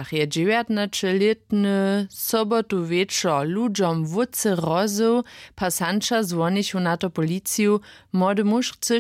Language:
Upper Sorbian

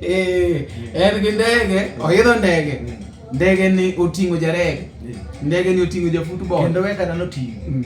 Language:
Luo (Kenya and Tanzania)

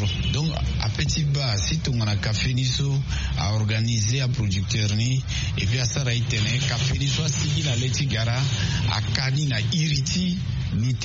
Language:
Sango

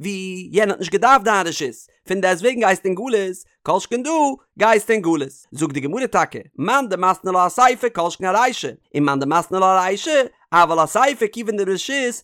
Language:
Yiddish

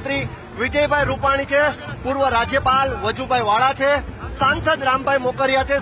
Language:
Gujarati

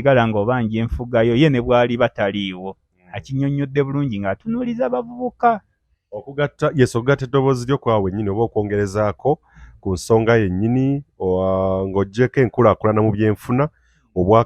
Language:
Ganda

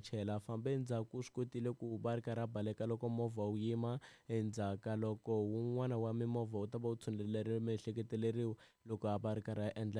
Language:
Tsonga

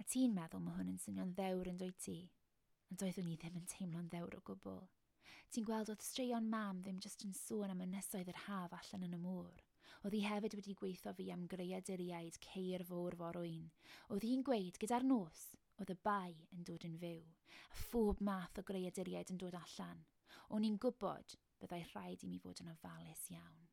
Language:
Welsh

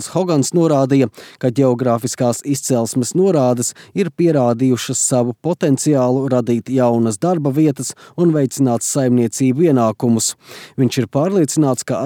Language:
Latvian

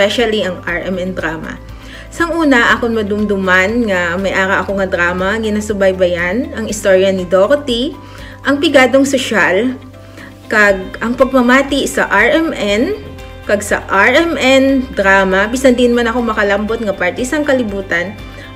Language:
Hiligaynon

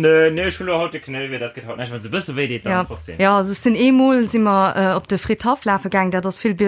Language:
Luxembourgish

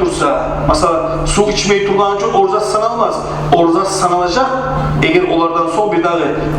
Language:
Kumyk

